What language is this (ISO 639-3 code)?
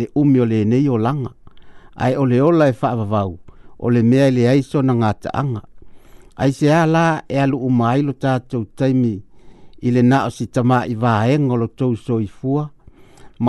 smo